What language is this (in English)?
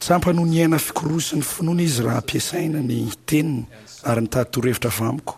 Malagasy